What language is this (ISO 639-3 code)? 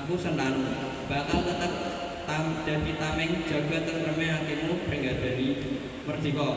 jav